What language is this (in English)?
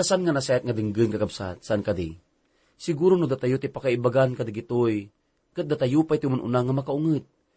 Iloko